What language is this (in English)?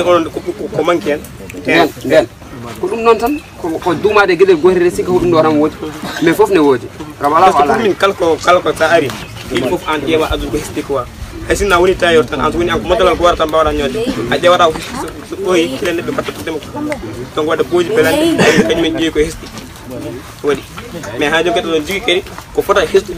Pular